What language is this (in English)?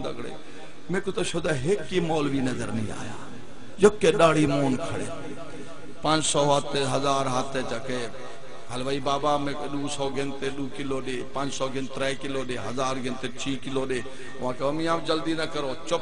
Saraiki